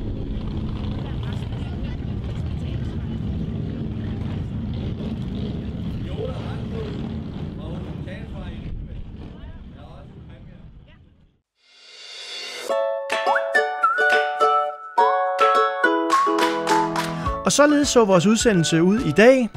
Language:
Danish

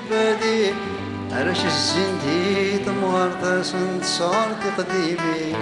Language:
Kabyle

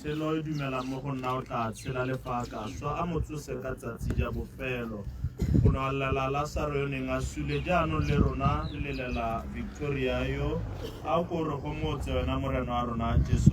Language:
Tswana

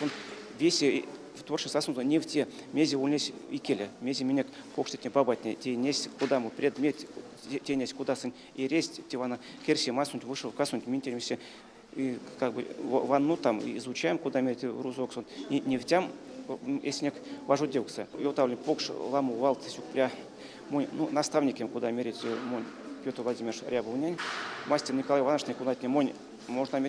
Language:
Erzya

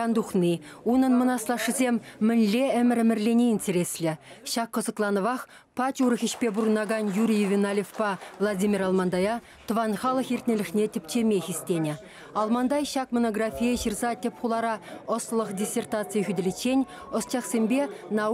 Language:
Chuvash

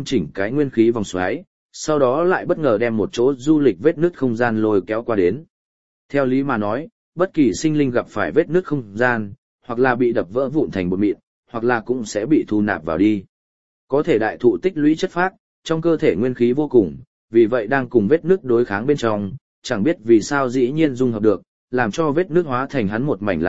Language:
Vietnamese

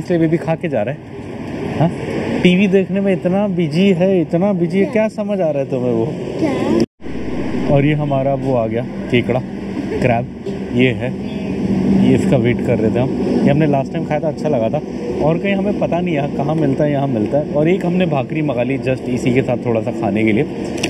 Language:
Hindi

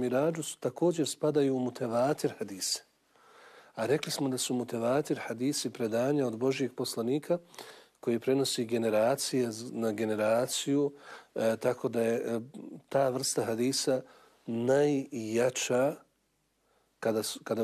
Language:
Bosnian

